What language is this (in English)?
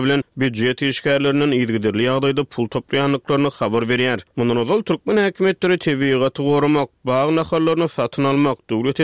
Turkmen